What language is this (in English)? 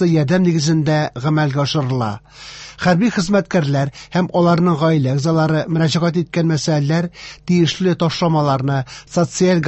Tatar